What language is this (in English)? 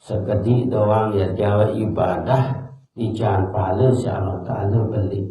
Sasak